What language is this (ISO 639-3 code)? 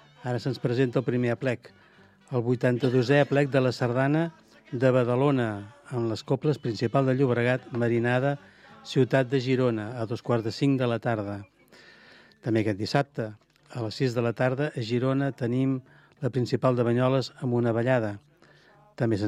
cat